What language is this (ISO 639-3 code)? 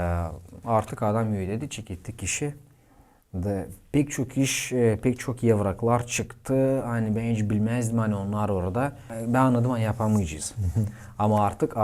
gag